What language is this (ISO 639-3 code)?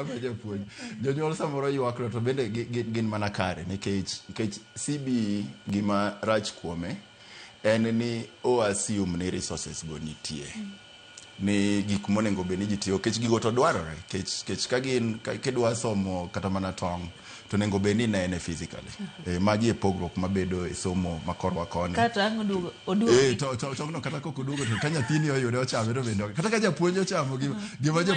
luo